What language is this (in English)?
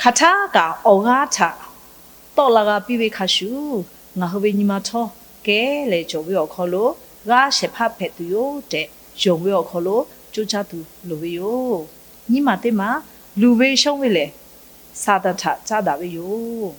Lahu